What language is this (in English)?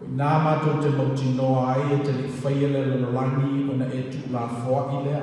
Samoan